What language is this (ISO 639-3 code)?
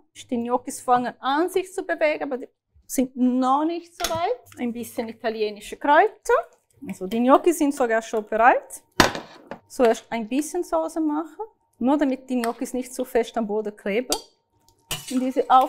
gsw